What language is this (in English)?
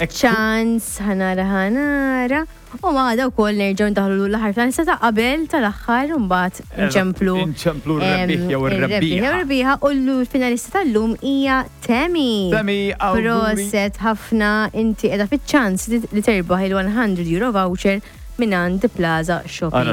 Maltese